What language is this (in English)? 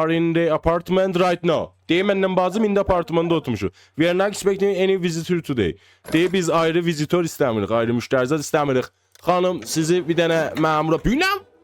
South Azerbaijani